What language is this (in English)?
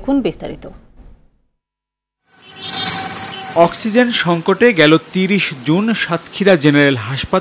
Bangla